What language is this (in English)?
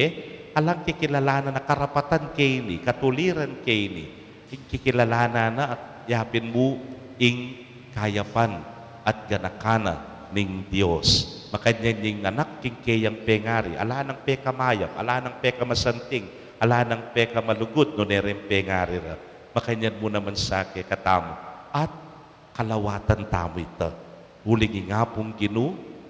Pampanga